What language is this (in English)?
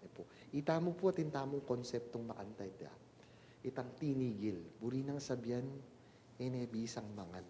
Pampanga